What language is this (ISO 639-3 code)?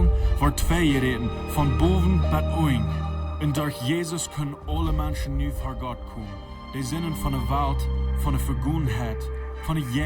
pdt